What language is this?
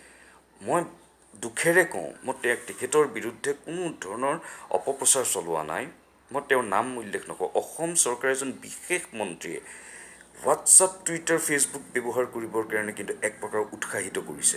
Assamese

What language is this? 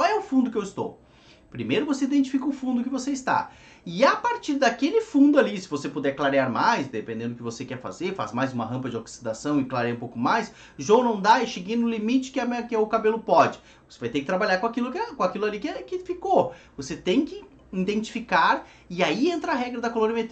Portuguese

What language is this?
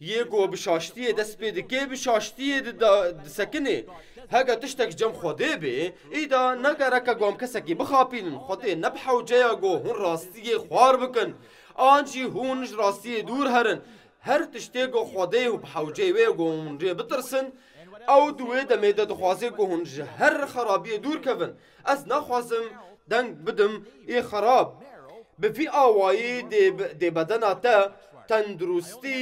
Kurdish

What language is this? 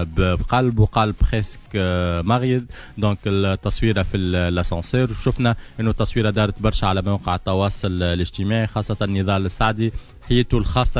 Tunisian Arabic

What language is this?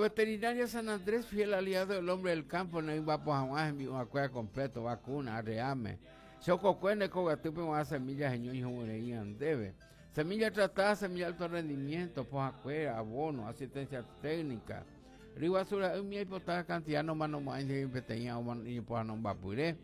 Guarani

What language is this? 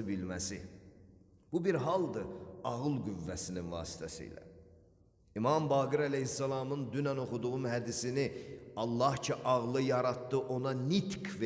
Azerbaijani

